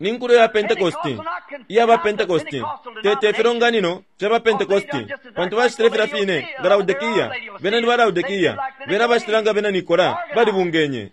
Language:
Bemba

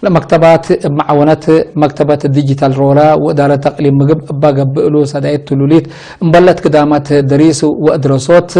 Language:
Tigre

